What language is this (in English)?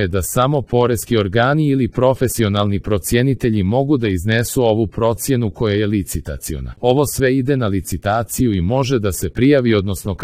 Croatian